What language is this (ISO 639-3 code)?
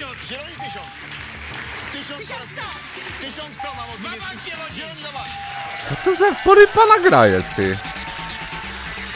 pol